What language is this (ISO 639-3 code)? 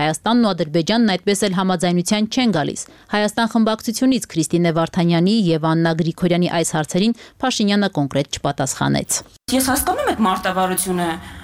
hye